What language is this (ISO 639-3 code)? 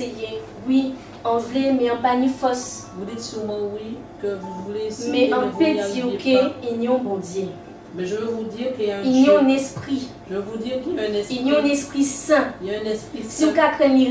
gcf